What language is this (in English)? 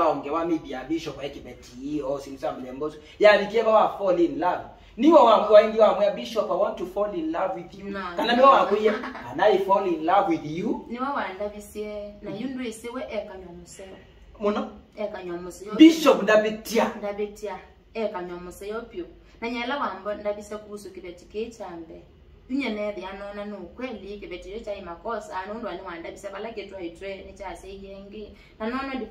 Kamba